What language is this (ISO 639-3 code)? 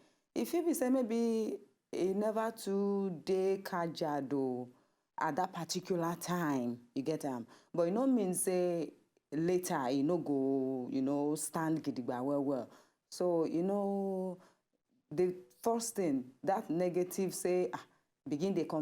pcm